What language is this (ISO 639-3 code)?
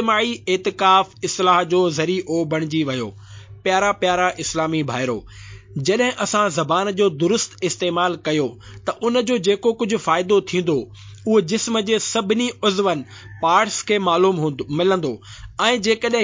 snd